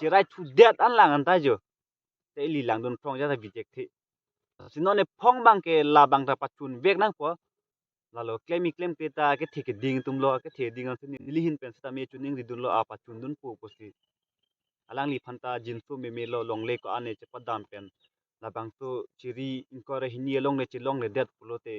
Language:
Karbi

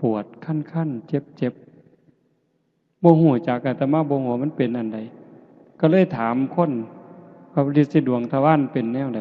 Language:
Northeastern Thai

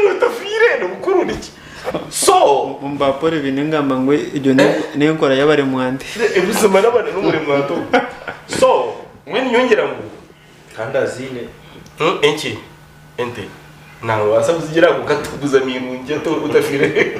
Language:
Nyankole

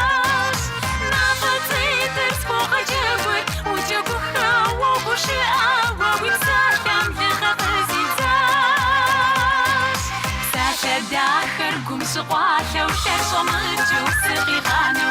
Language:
Kabardian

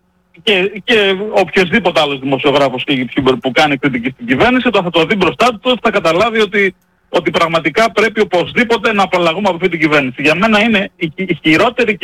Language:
Greek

